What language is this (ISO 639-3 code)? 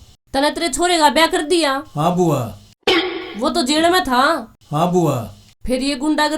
bgc